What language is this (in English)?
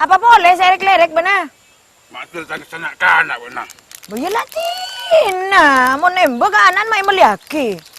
Madurese